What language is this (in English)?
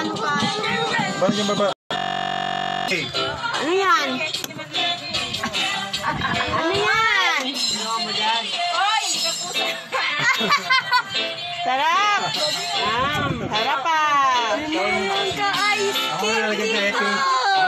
Filipino